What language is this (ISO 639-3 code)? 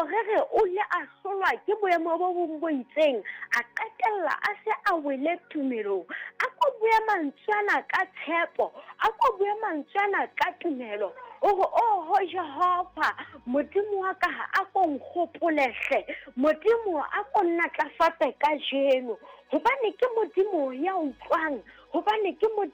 sot